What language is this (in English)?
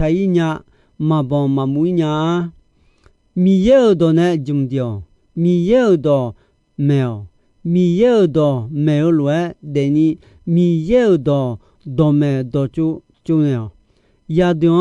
Akha